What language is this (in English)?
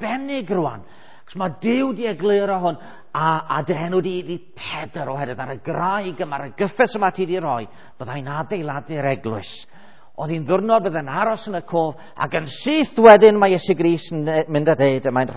Welsh